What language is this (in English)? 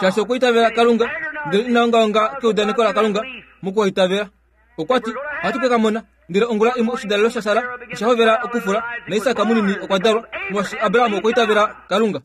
Kuanyama